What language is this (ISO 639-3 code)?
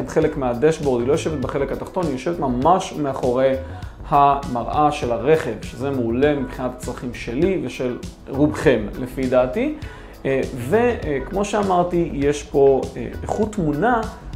heb